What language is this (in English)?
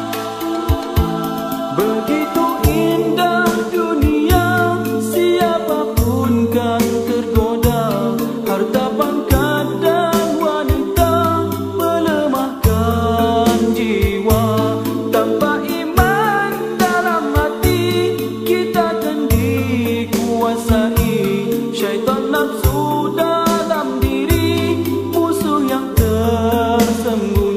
Malay